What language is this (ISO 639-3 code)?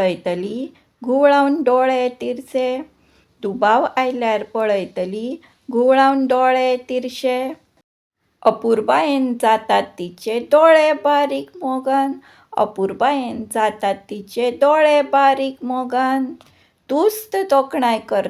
kok